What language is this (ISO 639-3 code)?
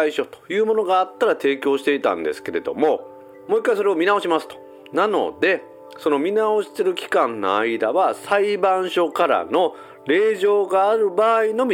jpn